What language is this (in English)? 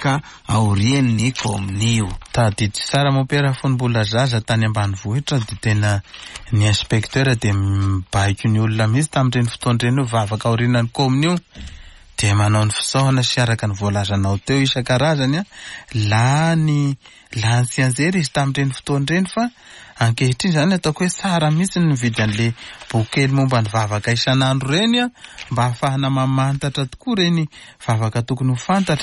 Malagasy